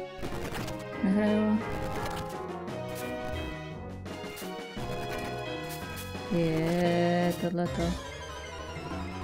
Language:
Czech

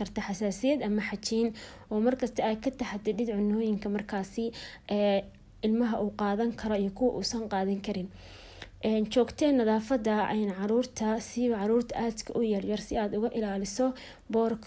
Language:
Somali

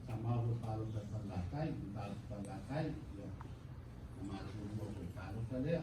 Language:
Samoan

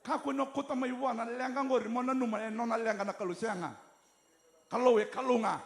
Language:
Fijian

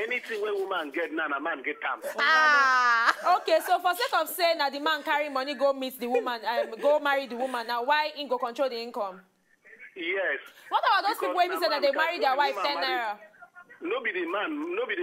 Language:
Nigerian Pidgin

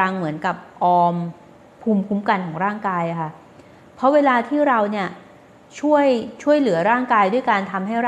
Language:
Thai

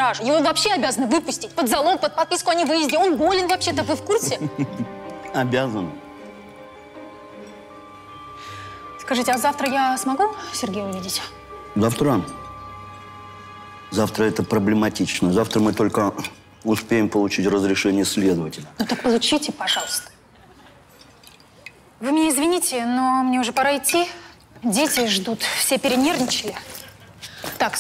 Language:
Russian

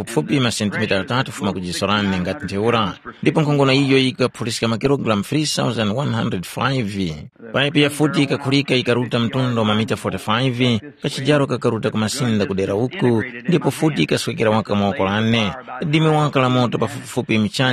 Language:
Tumbuka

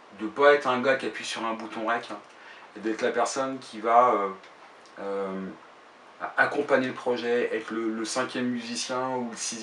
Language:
French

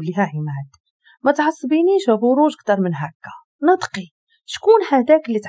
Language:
Moroccan Arabic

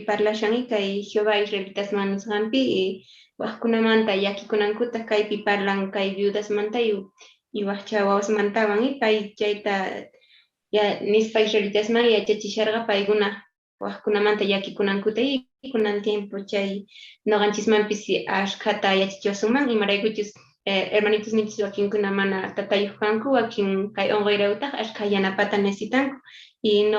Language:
Quechua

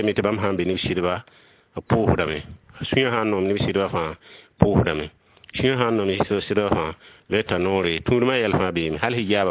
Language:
Mossi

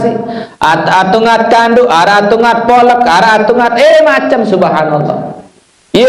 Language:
Sasak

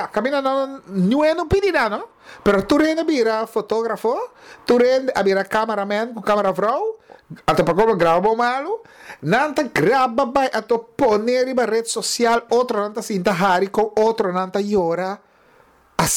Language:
Papiamento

